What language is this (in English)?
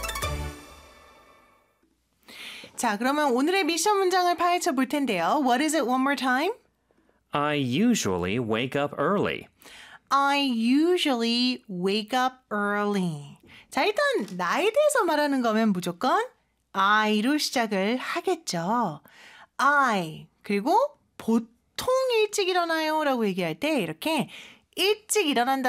Korean